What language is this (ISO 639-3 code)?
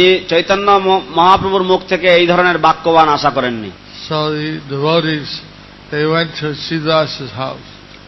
ben